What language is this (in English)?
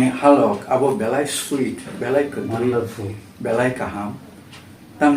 Kok Borok